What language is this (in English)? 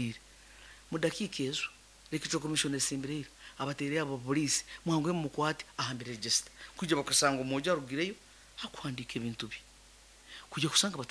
Nyankole